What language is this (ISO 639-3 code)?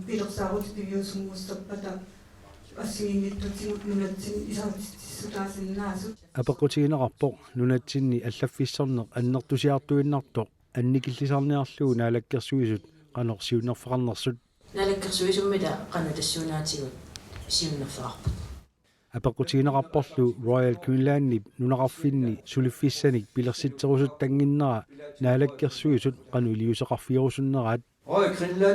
kal